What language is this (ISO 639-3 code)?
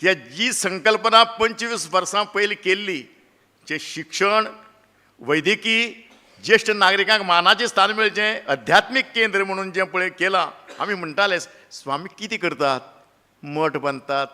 kok